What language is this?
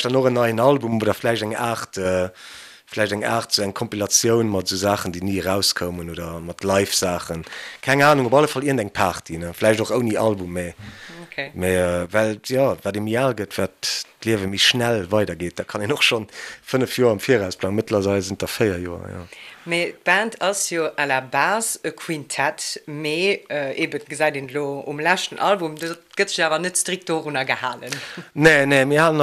Luxembourgish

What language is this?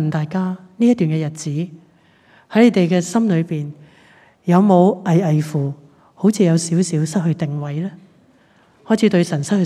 Cantonese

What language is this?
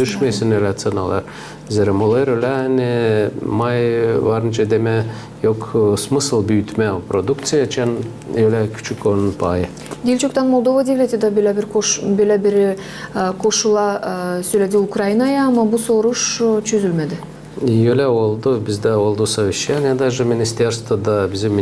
Gagauz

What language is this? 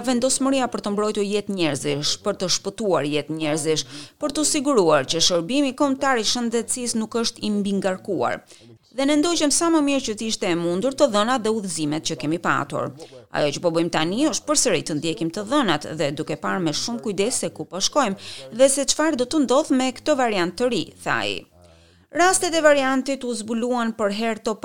Albanian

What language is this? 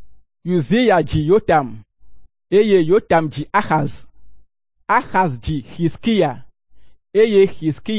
Ewe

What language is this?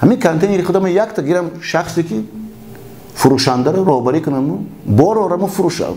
Tajik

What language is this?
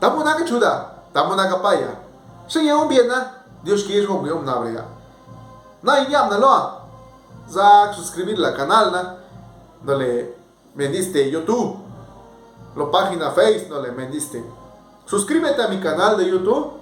Zapotec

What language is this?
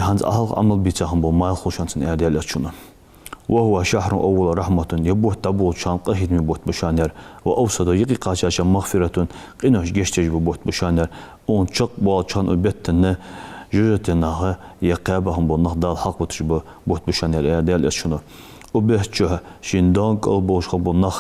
Ingush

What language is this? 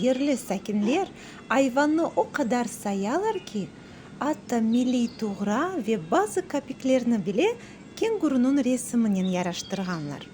Crimean Tatar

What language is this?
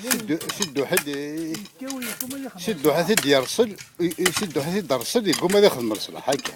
Kabyle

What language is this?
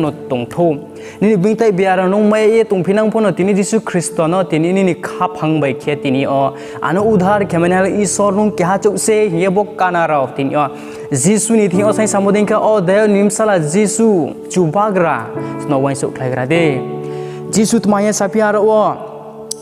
Riang (India)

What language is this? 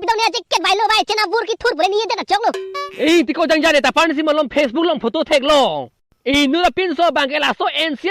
Karbi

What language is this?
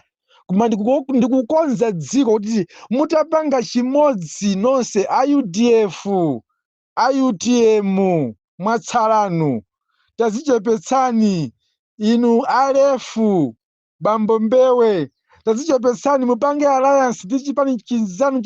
Nyanja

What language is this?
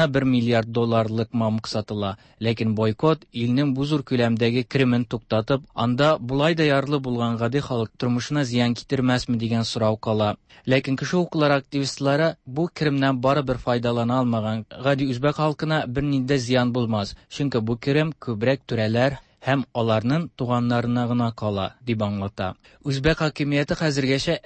Tatar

